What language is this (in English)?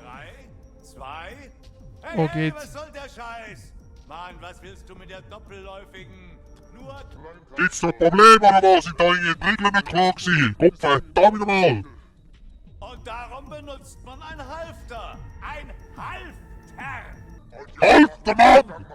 Swiss German